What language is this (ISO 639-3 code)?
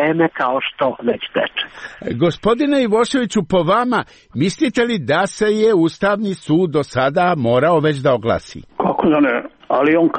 srp